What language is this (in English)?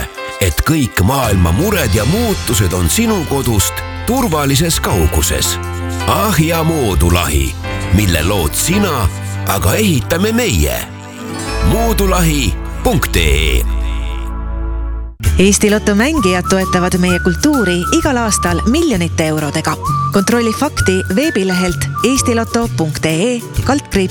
Estonian